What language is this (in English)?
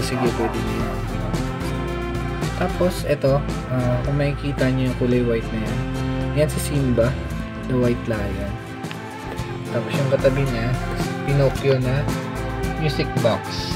Filipino